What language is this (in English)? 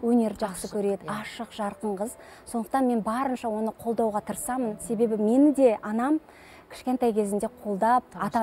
Kazakh